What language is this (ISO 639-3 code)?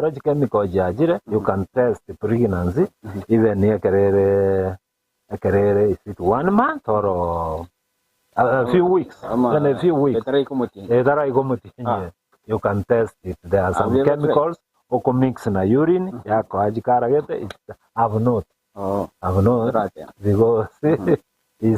guz